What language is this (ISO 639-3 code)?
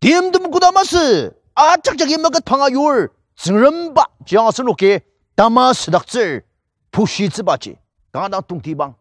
njo